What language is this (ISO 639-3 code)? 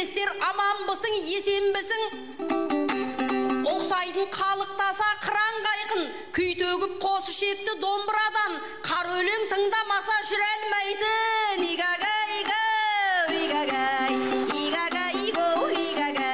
kaz